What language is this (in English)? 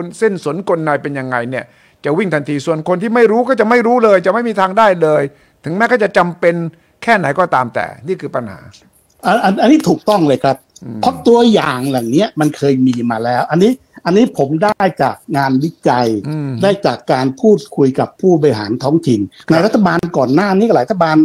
Thai